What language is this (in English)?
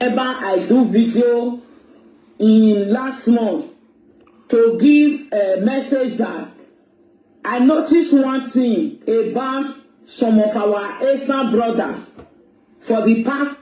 Nigerian Pidgin